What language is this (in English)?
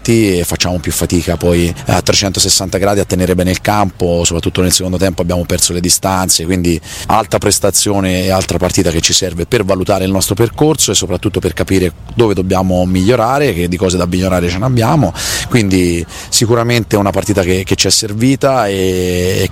Italian